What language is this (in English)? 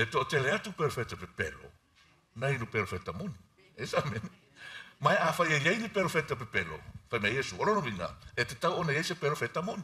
Samoan